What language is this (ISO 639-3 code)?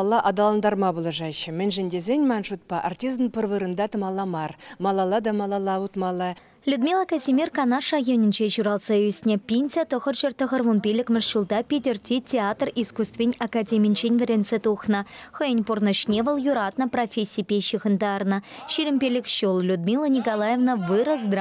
chv